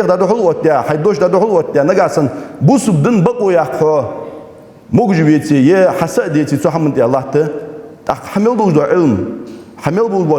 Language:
Ingush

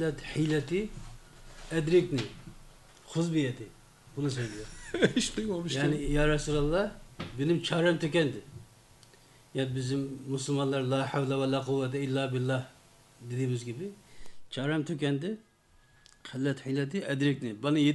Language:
Turkish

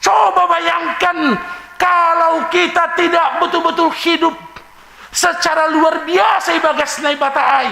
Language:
Batak Simalungun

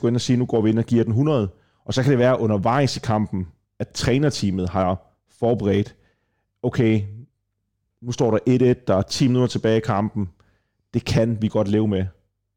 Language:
Danish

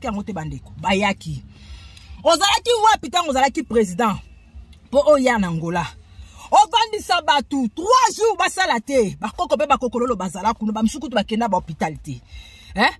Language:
Lingala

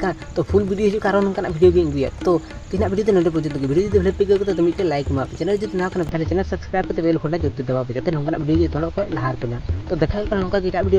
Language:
Santali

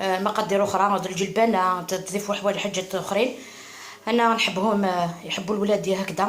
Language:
Algerian Arabic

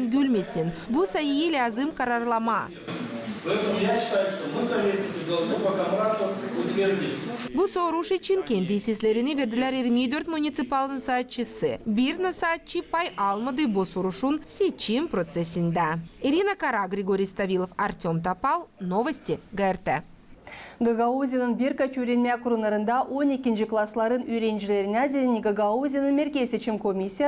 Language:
Gagauz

